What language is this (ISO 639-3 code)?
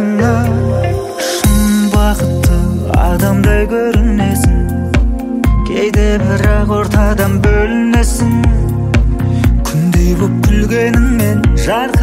kaz